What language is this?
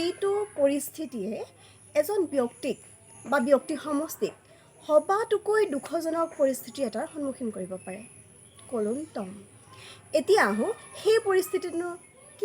Assamese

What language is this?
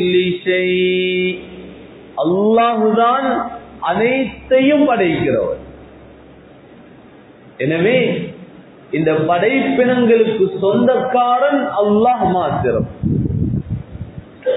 Tamil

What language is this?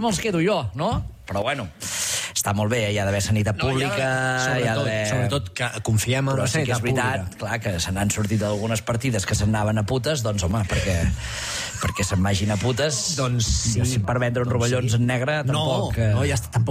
Catalan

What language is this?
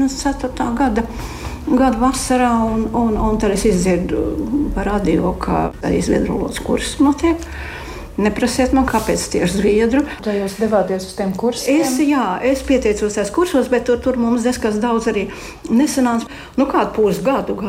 Latvian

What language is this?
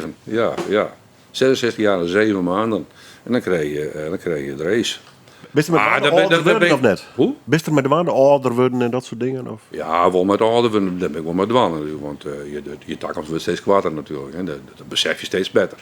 Western Frisian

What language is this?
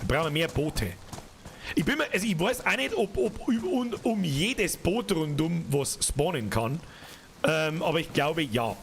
Bavarian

